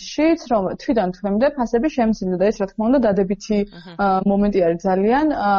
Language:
Georgian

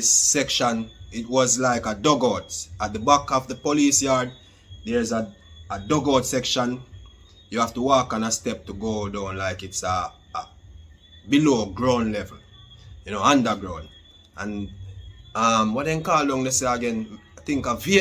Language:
Jamaican Creole English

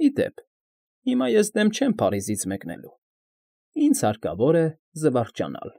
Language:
Armenian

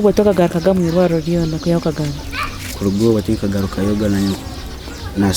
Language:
Nyankole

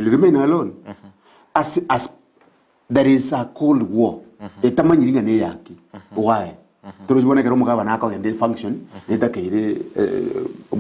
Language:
Gusii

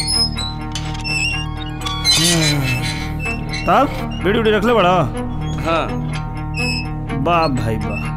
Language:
Bhojpuri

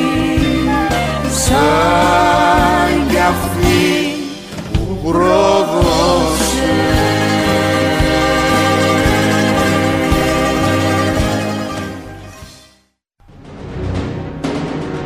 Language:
Greek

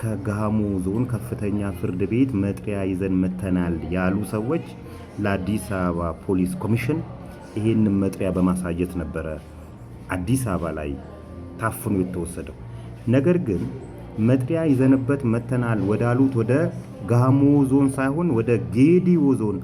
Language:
Amharic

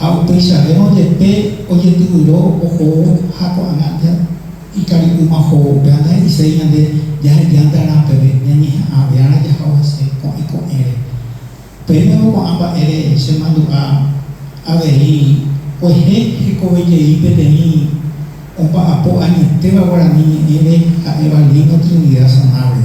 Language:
Guarani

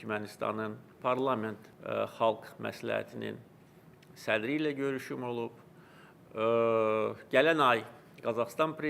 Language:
Azerbaijani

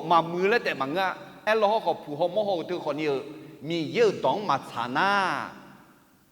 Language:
Akha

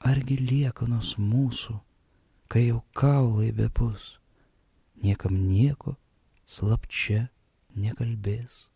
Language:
Lithuanian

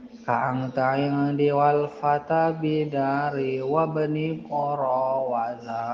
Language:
Sundanese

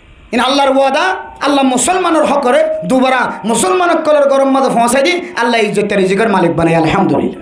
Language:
Rohingya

